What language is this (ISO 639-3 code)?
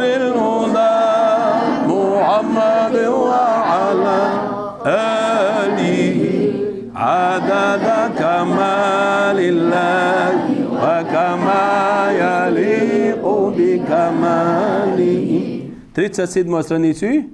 che